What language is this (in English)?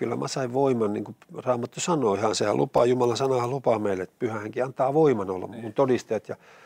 Finnish